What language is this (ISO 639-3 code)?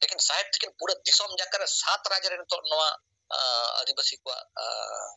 sat